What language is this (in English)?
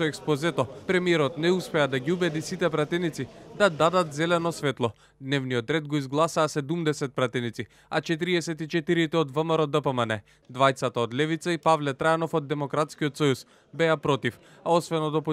Macedonian